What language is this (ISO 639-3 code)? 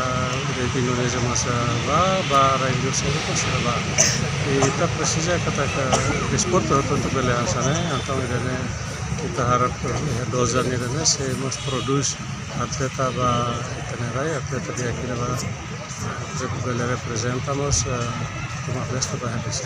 tet